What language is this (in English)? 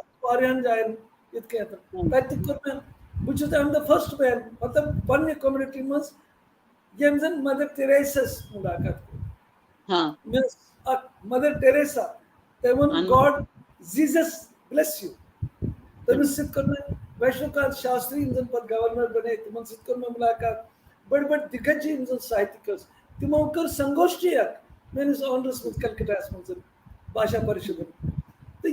Kashmiri